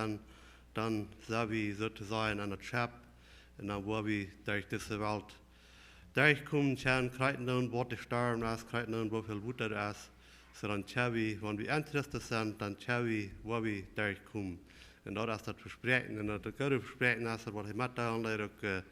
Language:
Plautdietsch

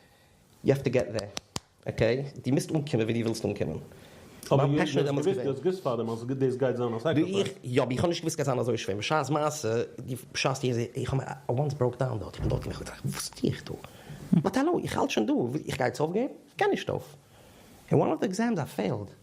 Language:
Yiddish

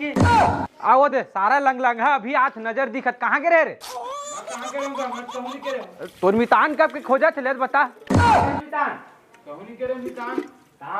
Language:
Chhattisgarhi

